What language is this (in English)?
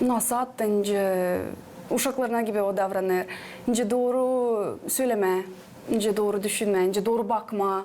Gagauz